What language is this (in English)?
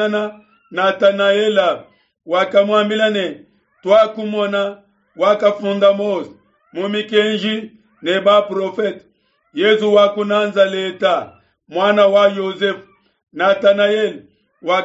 Luba-Lulua